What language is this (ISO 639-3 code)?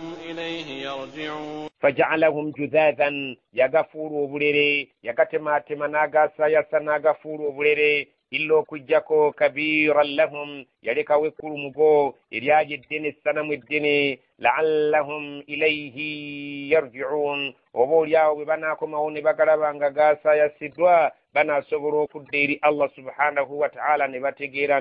lug